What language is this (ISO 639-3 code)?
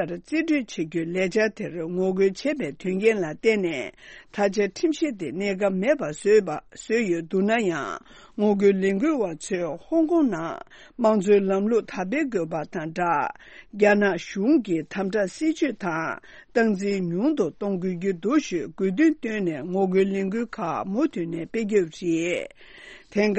bod